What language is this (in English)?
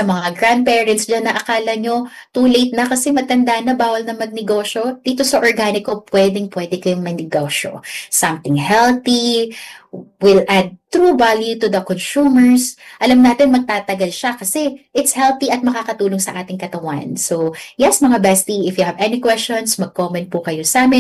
Filipino